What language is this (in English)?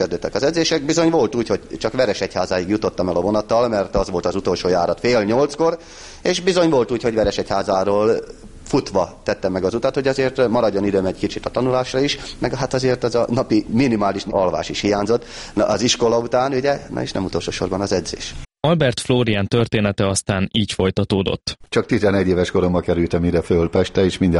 Hungarian